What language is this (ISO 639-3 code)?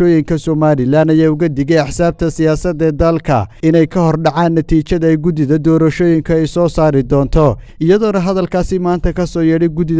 som